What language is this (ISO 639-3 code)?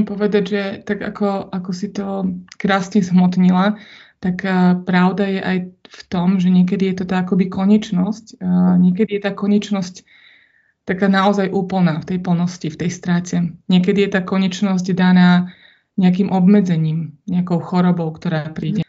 slk